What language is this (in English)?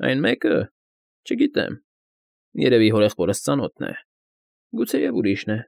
Armenian